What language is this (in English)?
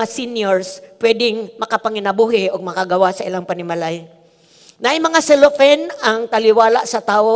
Cebuano